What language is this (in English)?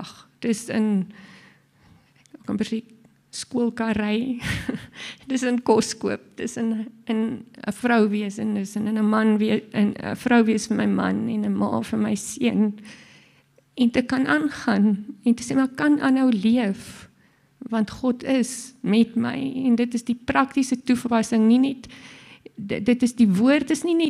Afrikaans